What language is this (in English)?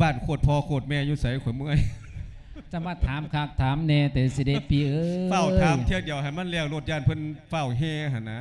Lao